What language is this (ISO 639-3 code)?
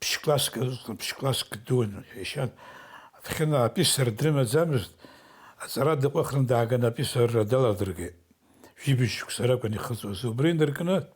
abk